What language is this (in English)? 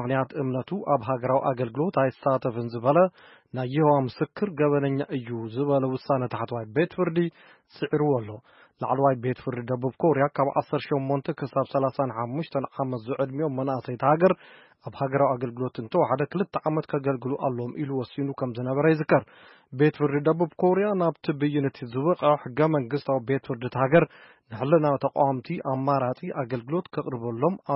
Tigrinya